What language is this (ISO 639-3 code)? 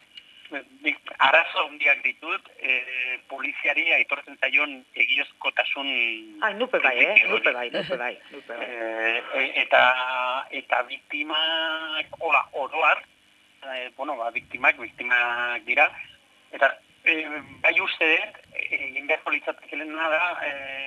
eus